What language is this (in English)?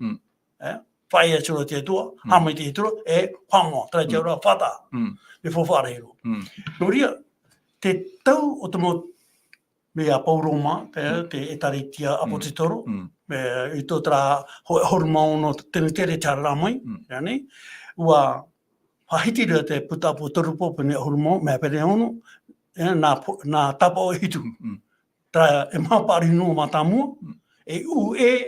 Tahitian